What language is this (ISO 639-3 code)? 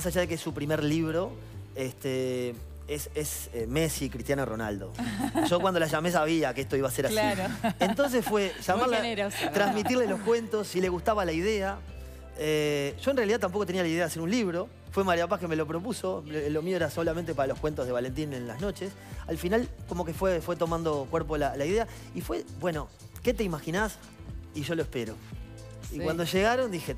spa